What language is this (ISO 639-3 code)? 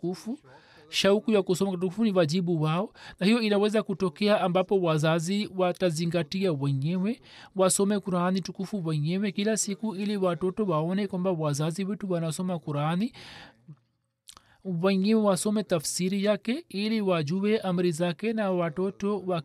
swa